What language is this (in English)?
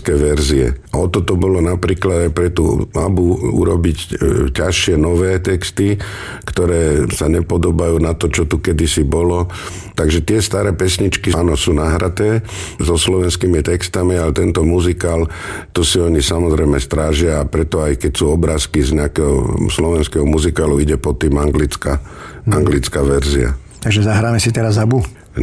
Slovak